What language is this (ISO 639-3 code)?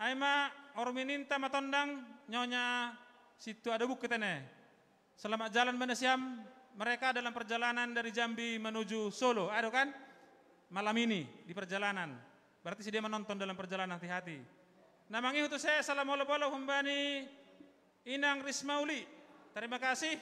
bts